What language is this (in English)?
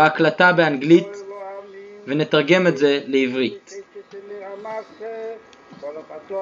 Hebrew